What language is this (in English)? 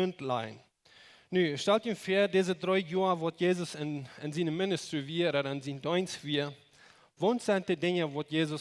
Plautdietsch